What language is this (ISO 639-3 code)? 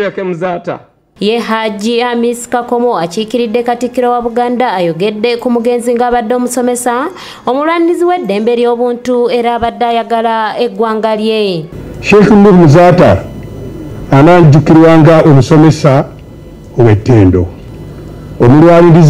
lug